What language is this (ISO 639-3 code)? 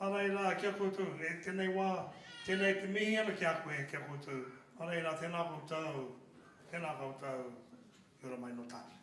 mri